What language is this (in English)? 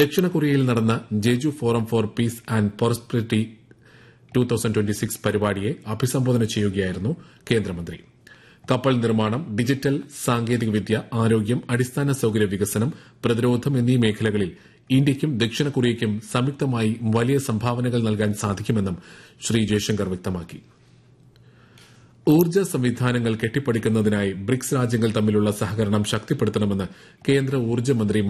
Malayalam